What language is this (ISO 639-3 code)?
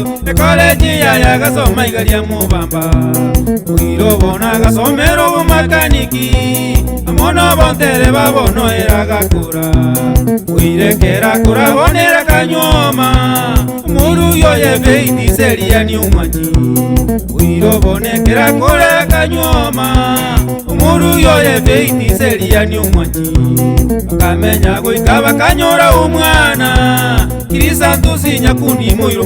guz